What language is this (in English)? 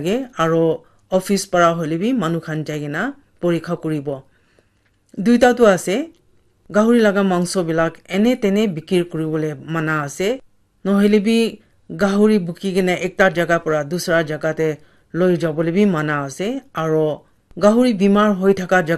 Naga Pidgin